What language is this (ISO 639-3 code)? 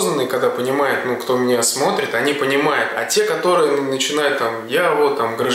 rus